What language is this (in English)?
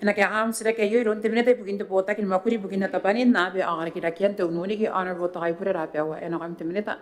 Gilbertese